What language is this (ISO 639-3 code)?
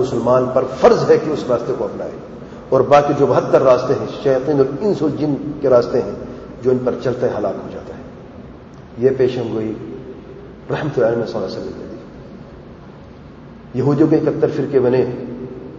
urd